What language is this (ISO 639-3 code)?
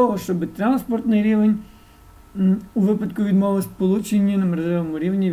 ukr